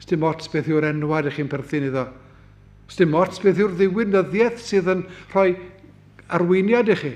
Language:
Welsh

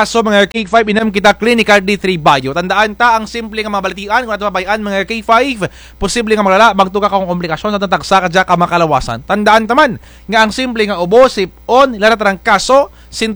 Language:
Kinaray-a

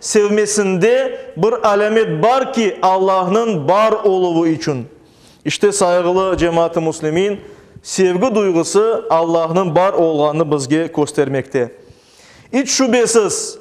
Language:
Crimean Tatar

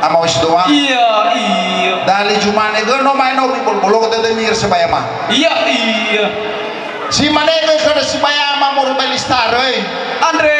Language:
Nias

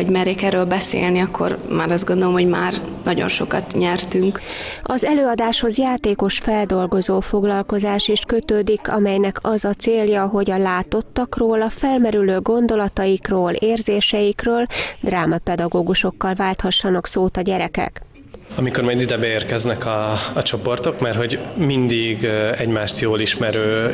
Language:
Hungarian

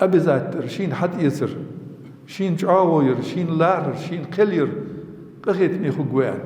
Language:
Ingush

